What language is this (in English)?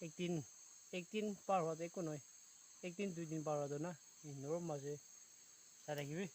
Naga Pidgin